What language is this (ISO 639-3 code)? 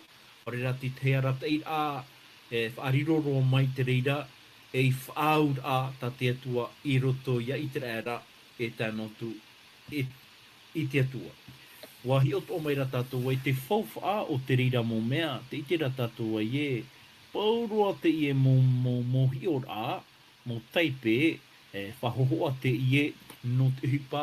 tah